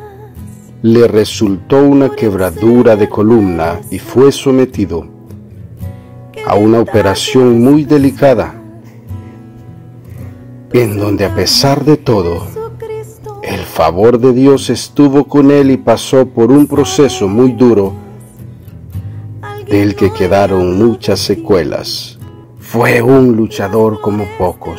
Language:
Spanish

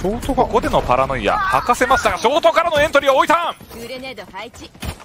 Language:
Japanese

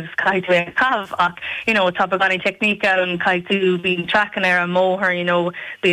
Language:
Irish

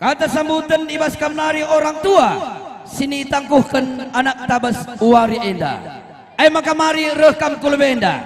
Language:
Batak Karo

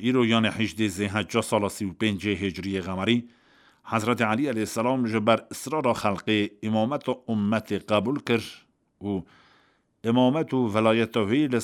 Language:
Kurdish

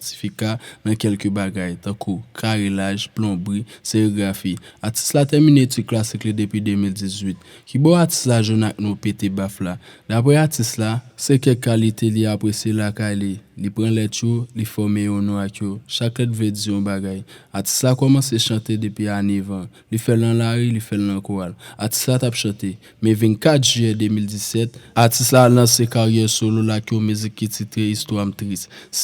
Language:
Haitian Creole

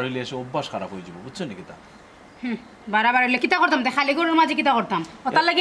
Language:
Sylheti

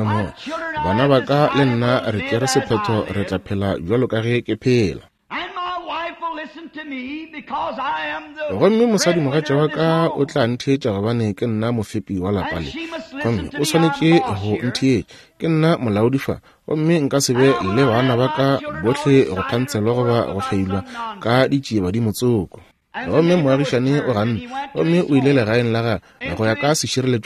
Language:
Northern Sotho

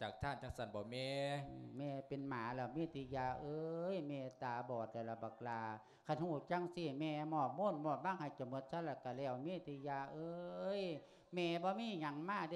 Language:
Lao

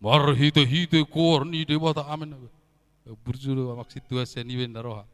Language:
Batak Toba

